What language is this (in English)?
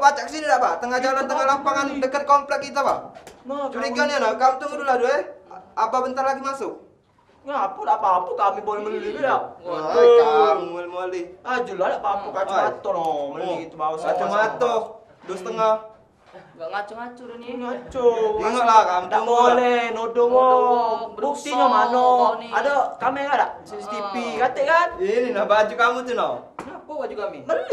Musi